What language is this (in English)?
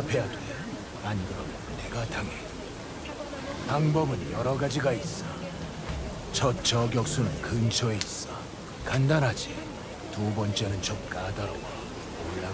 Korean